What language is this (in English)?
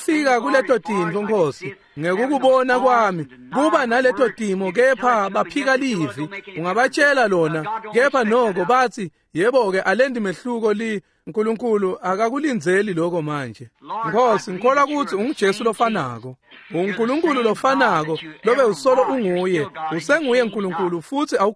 Swati